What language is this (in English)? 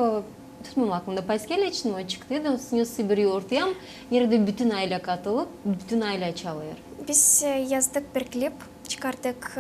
Gagauz